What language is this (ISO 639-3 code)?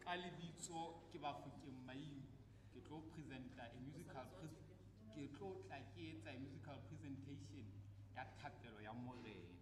sot